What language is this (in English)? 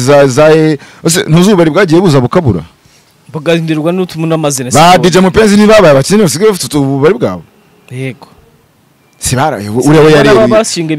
Kinyarwanda